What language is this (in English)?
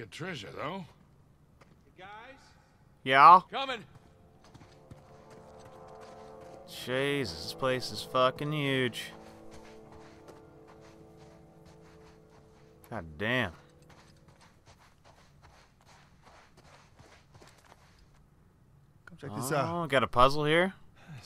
English